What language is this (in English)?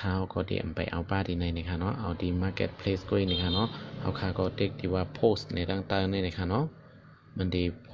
Shan